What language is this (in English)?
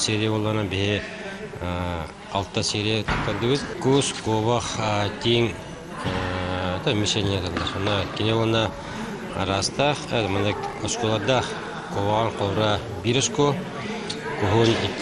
Yakut